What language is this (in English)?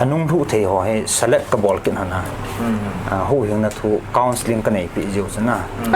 Paite Chin